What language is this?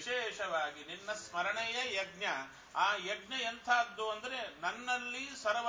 Kannada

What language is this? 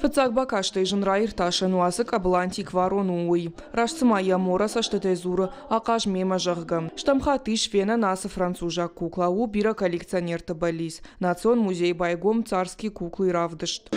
Ossetic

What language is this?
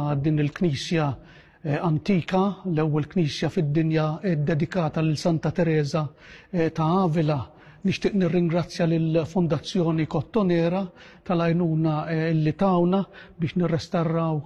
Maltese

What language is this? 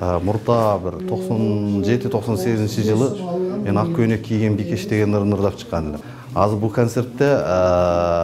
Kyrgyz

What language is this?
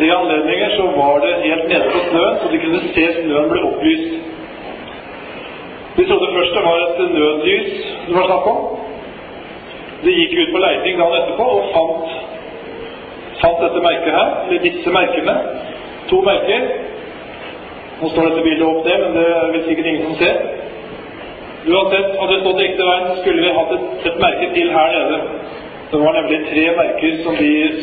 Norwegian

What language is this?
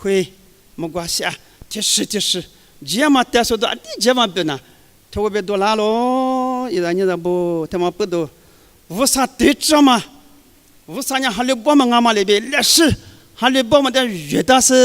Lisu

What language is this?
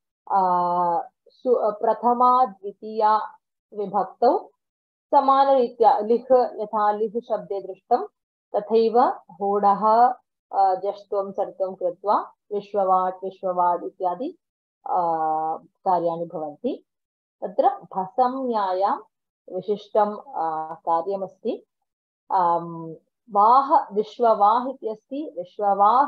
Sanskrit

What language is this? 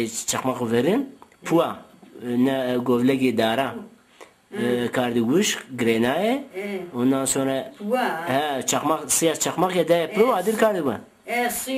Zaza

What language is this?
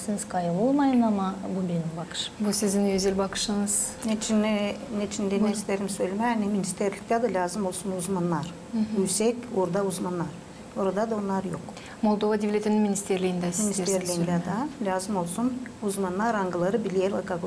Gagauz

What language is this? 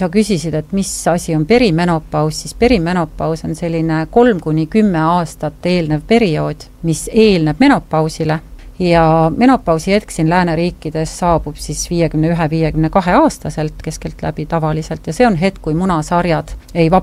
Estonian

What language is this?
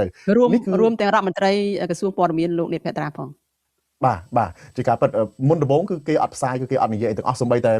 Khmer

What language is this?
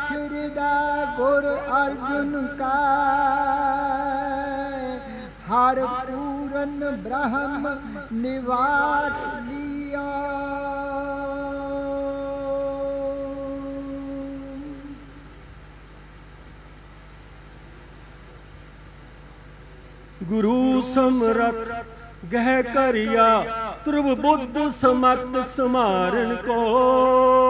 Punjabi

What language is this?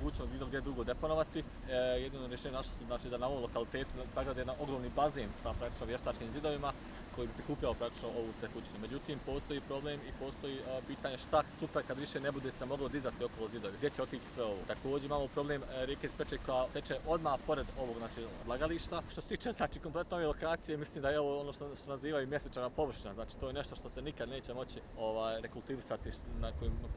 Bosnian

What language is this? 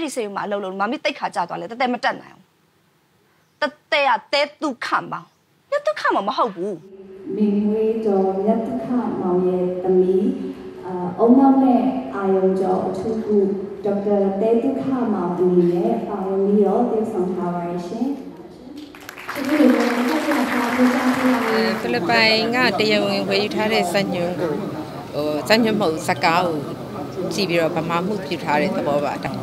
Burmese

